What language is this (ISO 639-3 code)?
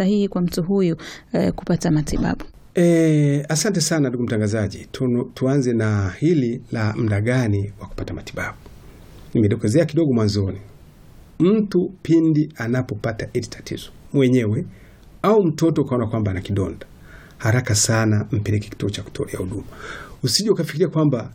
swa